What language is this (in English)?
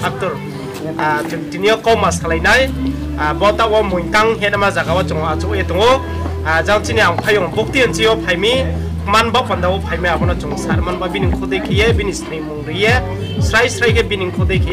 Riang (India)